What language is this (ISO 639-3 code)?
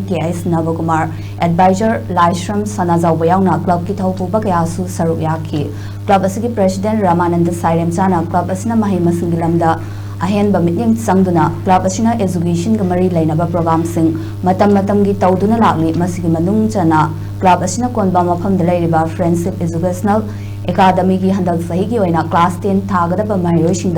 mni